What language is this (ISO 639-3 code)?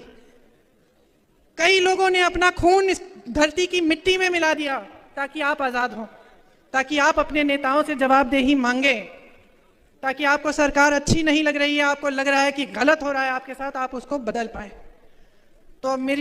hin